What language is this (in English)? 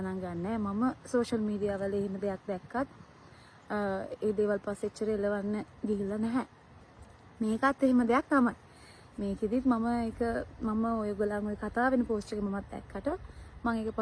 Sinhala